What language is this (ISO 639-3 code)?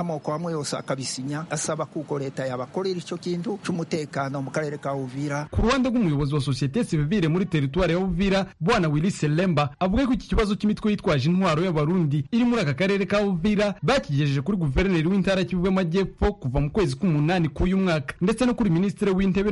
kin